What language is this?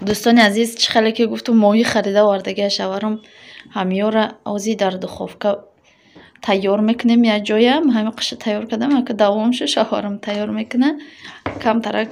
Tajik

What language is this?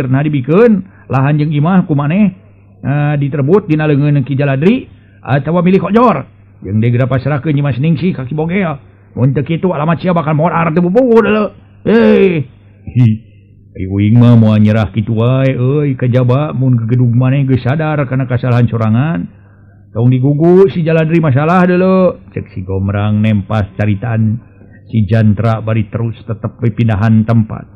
Sundanese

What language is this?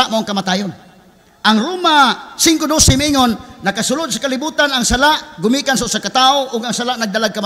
Cebuano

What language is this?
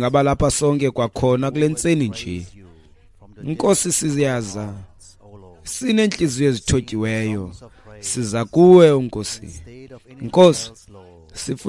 Xhosa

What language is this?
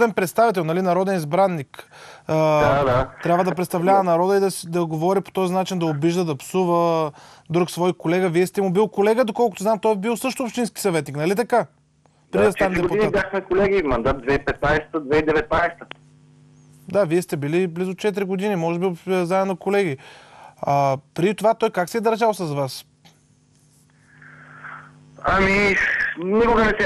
Bulgarian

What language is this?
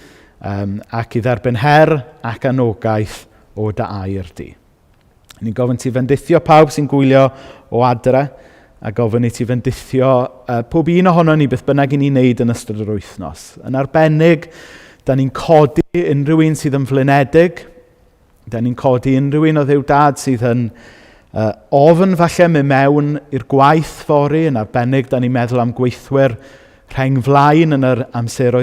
Welsh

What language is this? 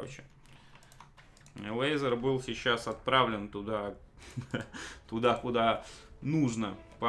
Russian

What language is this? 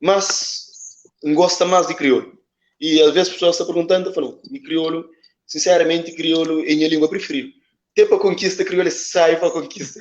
Kabuverdianu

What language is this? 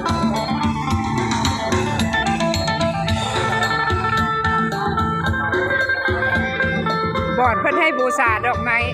Lao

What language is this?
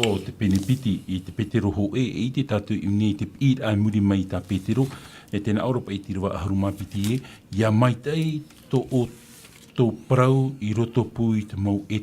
Tahitian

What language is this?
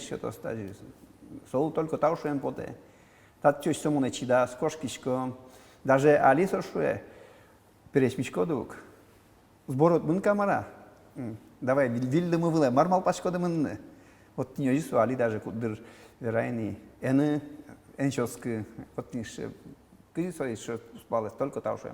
Udmurt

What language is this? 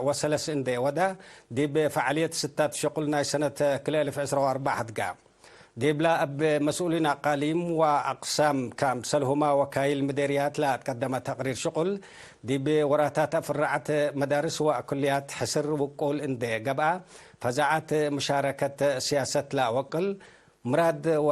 Tigre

